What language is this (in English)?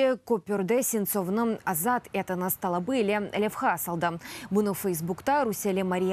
Crimean Tatar